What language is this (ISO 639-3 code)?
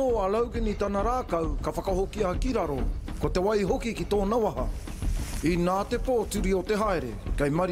mri